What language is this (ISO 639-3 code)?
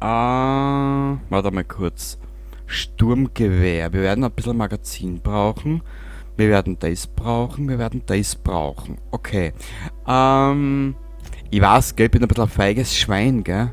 bar